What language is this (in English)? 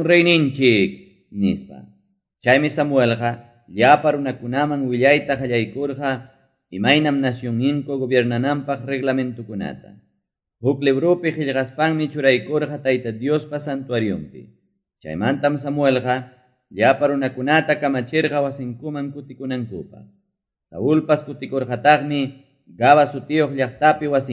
Quechua